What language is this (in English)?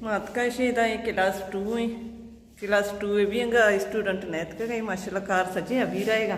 Baluchi